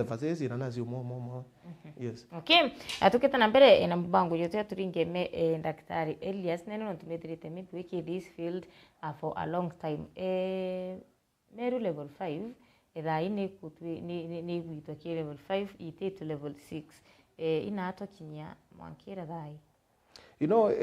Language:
Meru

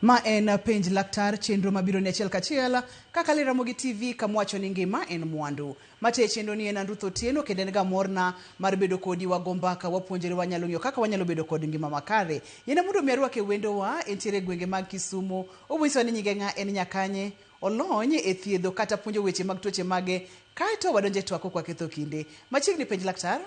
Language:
Luo (Kenya and Tanzania)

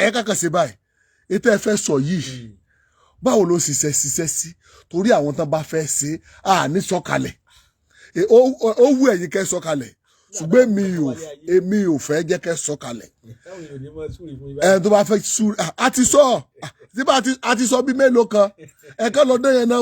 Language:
Yoruba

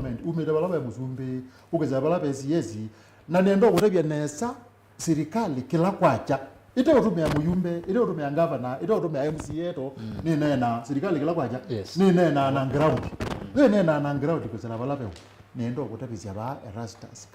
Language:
Kamba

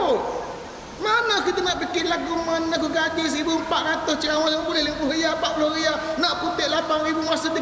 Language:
Malay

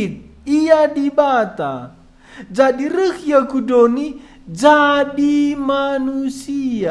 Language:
Batak Karo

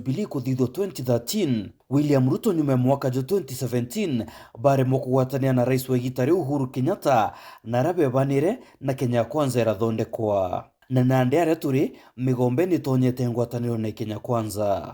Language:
Meru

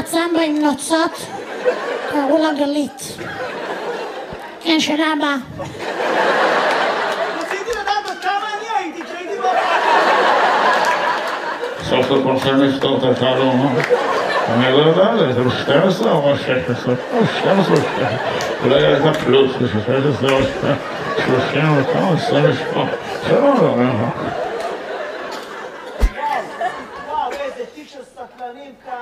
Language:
Hebrew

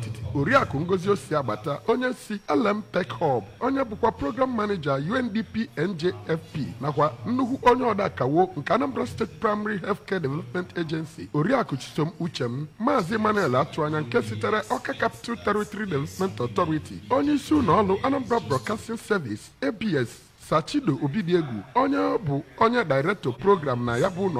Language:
Igbo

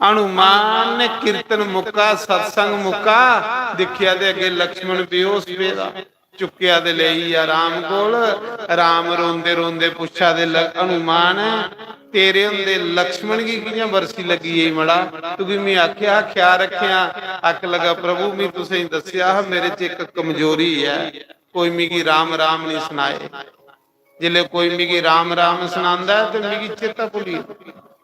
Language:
Dogri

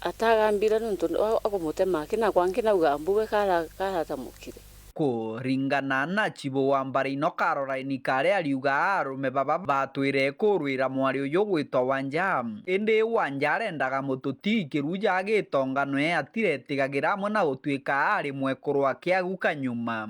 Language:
Meru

